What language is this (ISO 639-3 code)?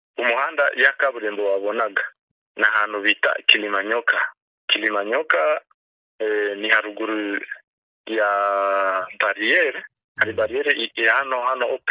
kin